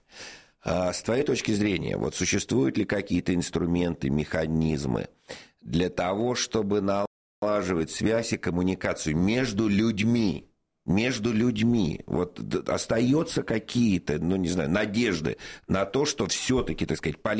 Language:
Russian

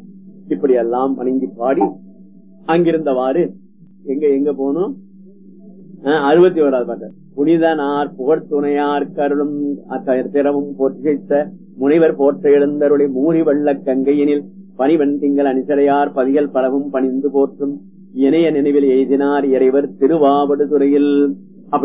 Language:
Tamil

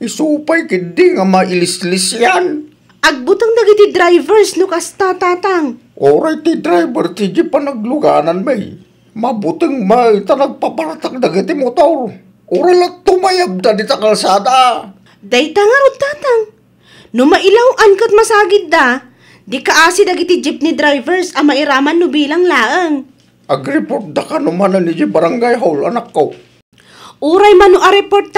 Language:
Iloko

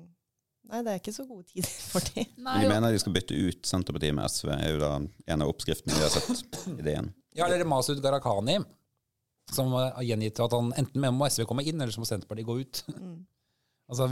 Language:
Norwegian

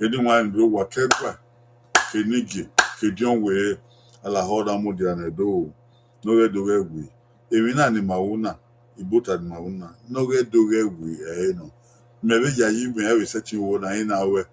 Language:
Bini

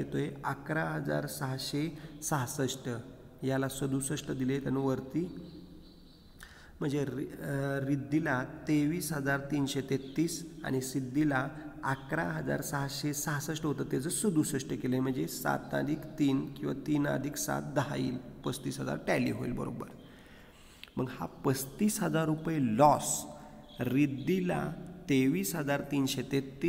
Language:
Marathi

